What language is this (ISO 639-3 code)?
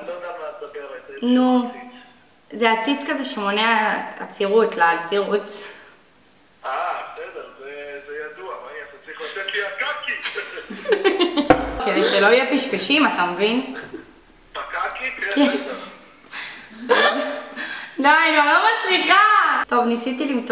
heb